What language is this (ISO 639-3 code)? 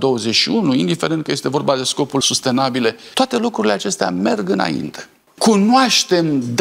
ron